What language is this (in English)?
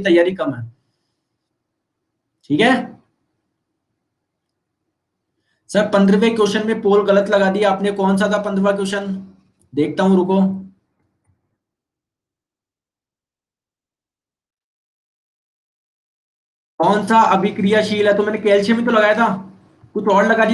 Hindi